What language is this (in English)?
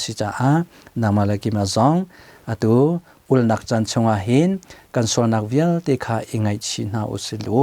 Hakha Chin